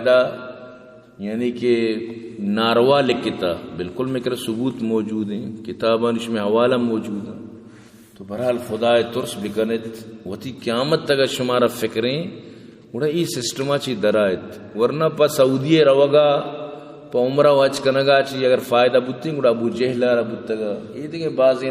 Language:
Baluchi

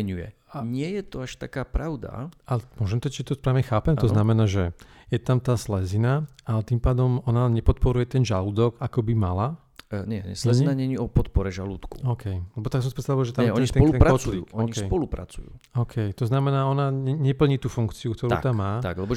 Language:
Slovak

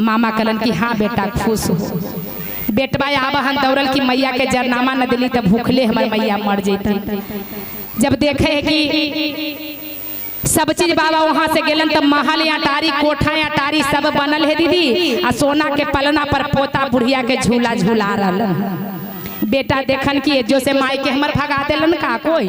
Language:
Magahi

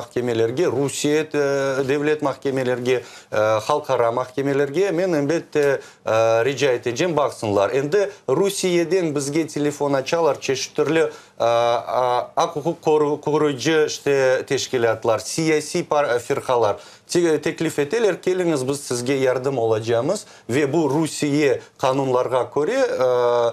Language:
Crimean Tatar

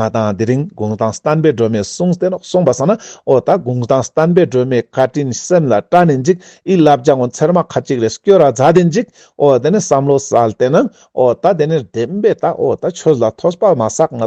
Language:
Ladakhi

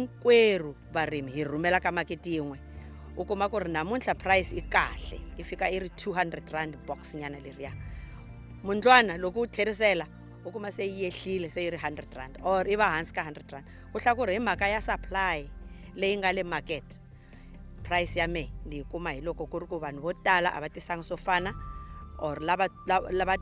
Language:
Tsonga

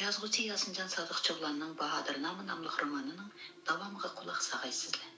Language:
Uyghur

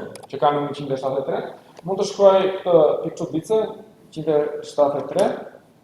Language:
Albanian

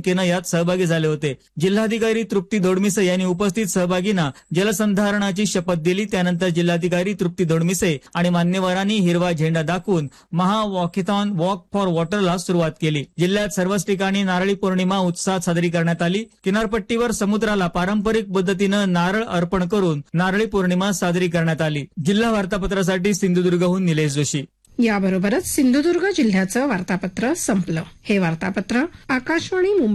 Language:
Marathi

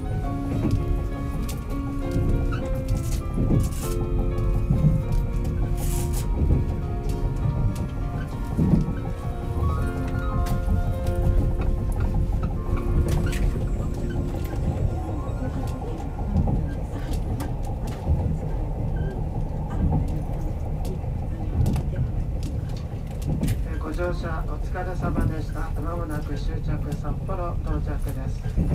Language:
Japanese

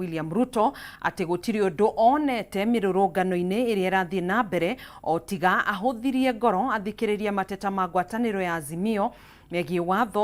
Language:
Kikuyu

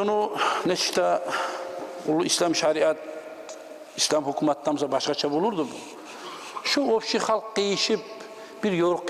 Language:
Kumyk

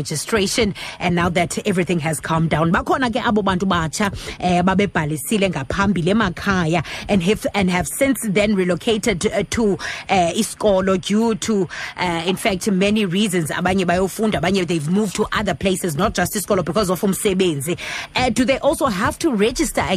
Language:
Xhosa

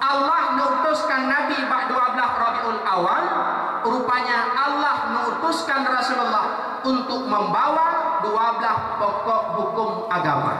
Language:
Achinese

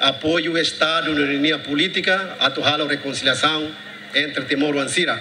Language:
Tetum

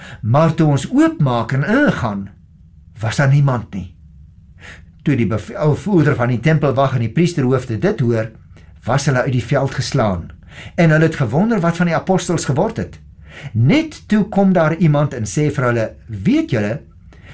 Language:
Afrikaans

